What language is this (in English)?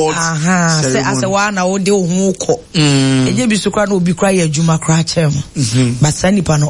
Akan